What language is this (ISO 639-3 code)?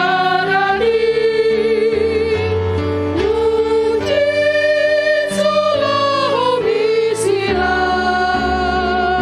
bts